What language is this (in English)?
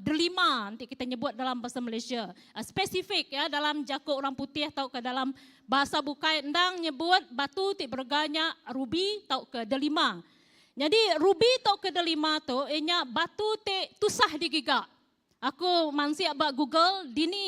Iban